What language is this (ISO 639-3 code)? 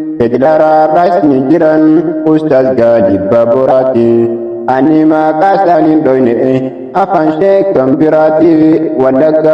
orm